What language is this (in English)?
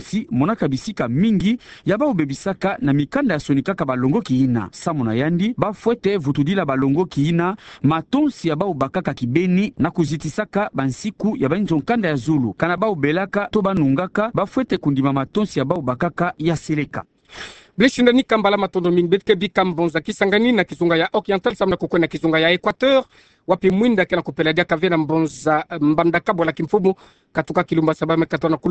Kituba (Democratic Republic of Congo)